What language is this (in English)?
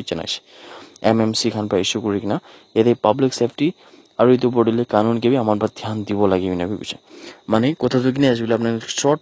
Naga Pidgin